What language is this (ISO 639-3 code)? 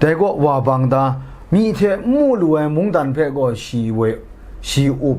kac